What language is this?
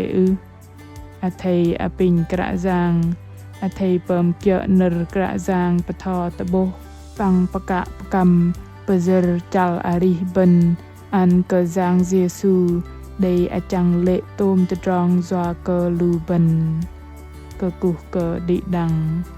Bahnar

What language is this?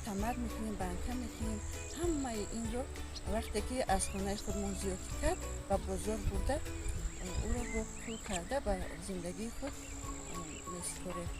Tajik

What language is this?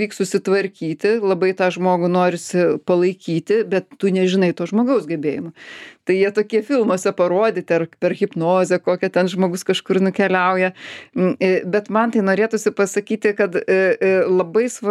Lithuanian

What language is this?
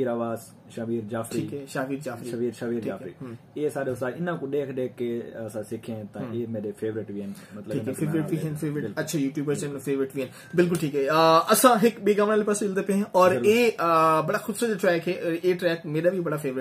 Saraiki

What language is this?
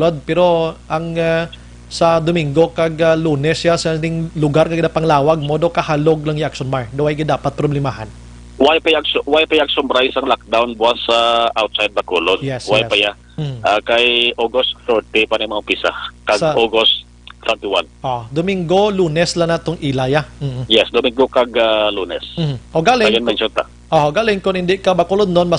Hiligaynon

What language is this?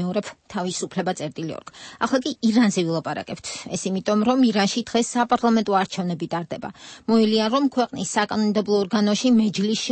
Georgian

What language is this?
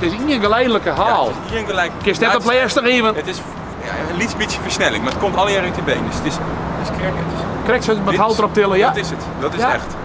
Western Frisian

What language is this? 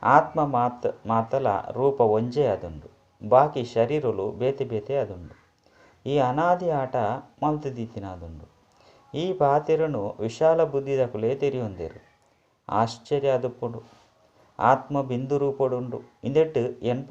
Tulu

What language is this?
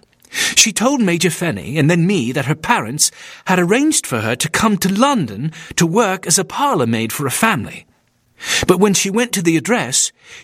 English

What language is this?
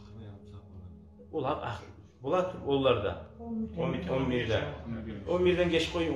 Kumyk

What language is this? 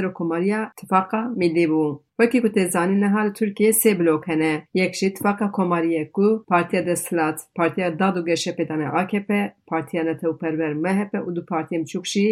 Kurdish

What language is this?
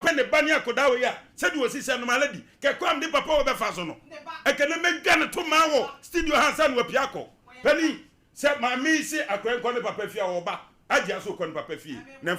Akan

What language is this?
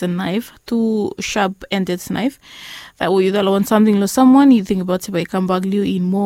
Bislama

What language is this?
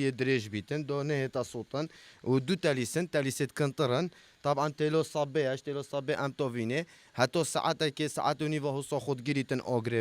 Kurdish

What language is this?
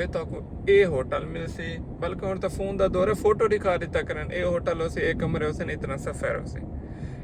Saraiki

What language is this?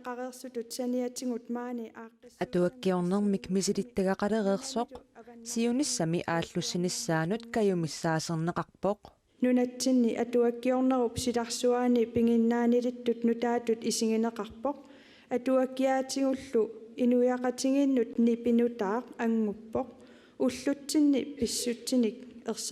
Kalaallisut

